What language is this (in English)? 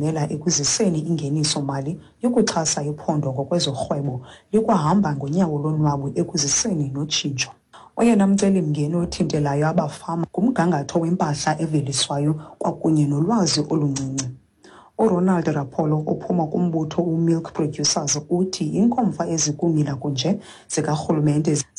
Xhosa